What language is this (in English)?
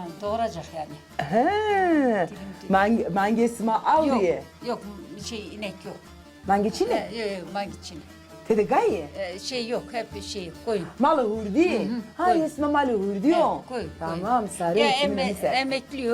Zaza